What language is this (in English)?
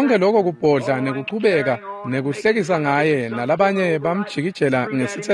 Swati